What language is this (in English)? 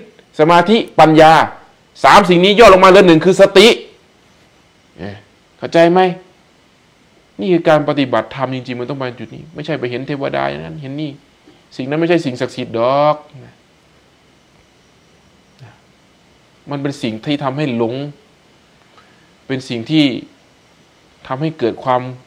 Thai